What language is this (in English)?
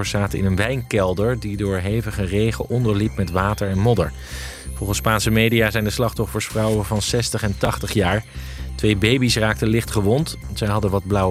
Dutch